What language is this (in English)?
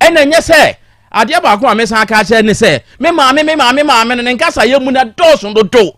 Akan